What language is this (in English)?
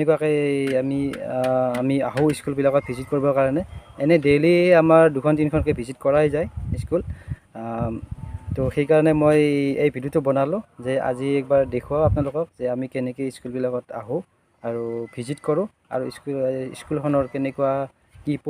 Assamese